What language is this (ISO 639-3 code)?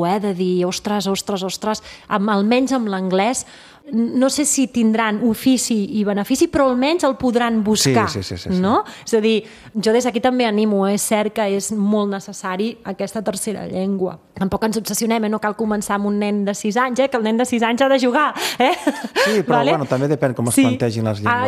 cat